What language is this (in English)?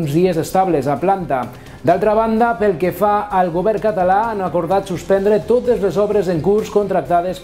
Catalan